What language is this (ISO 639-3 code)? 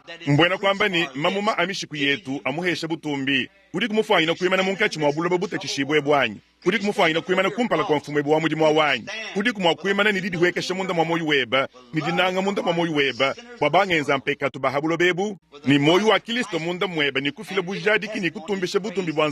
lua